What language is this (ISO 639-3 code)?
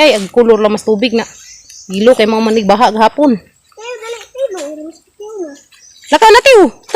ceb